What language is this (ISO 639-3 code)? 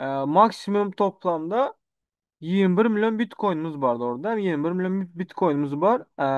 tuk